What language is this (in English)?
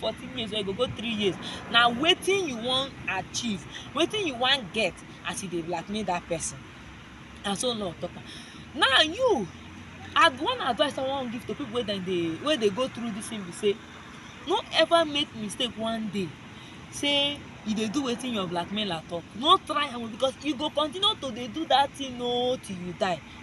Nigerian Pidgin